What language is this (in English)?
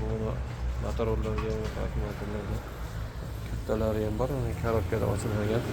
Uzbek